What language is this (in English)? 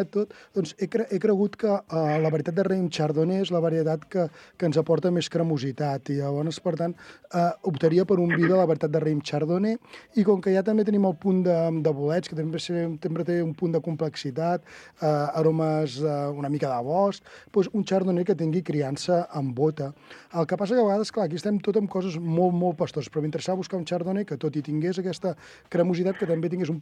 Catalan